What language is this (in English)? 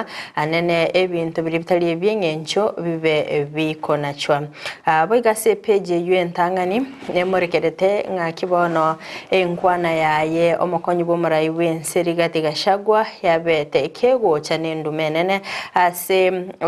Gusii